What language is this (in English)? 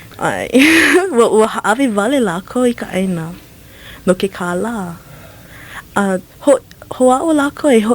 Hawaiian